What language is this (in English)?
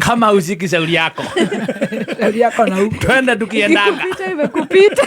Kikuyu